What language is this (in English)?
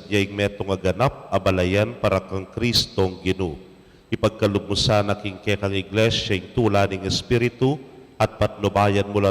Pampanga